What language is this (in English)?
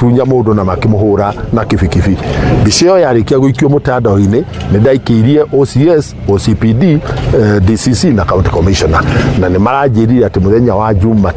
Kikuyu